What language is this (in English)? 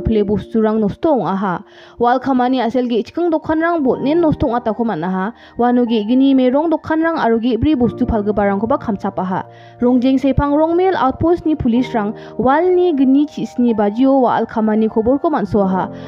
Garo